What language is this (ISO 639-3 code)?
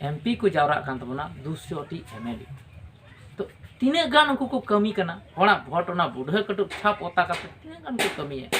sat